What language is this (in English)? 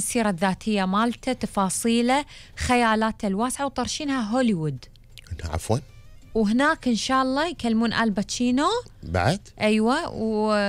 Gulf Arabic